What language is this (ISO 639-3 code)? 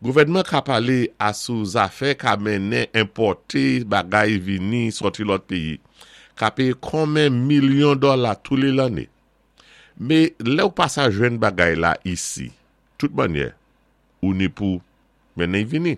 acf